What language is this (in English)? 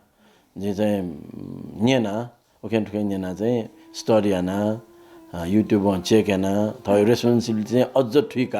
Newari